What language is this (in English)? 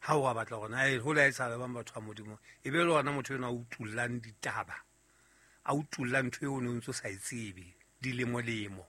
Southern Sotho